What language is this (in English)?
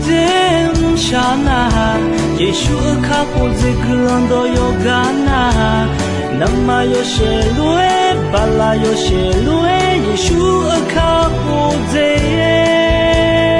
Akha